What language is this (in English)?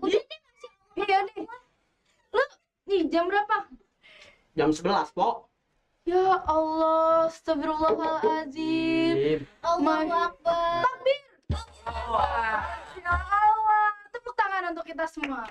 Betawi